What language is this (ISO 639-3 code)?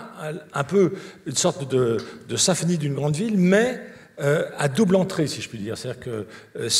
fra